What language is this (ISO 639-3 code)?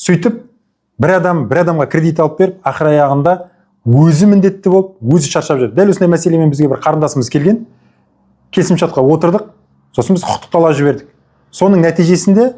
kaz